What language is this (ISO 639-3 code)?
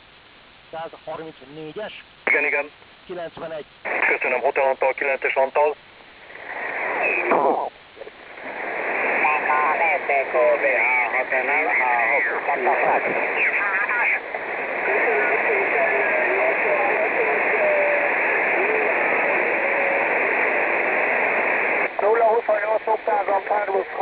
hun